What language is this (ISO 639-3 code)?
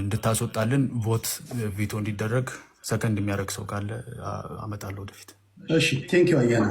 amh